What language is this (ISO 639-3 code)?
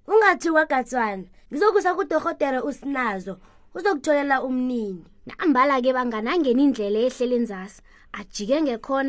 nbl